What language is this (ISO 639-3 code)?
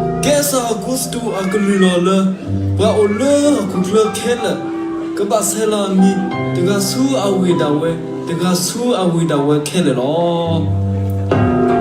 ksw